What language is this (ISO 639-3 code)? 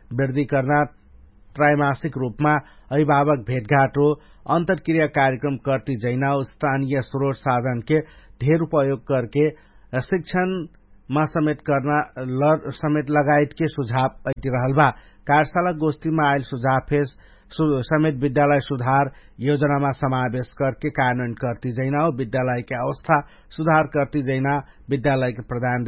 thl